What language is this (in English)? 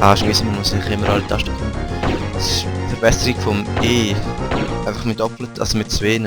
Swiss German